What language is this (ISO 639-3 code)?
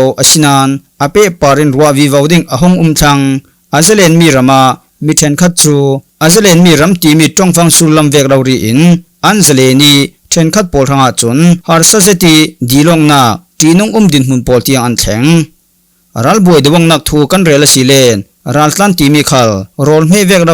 cfm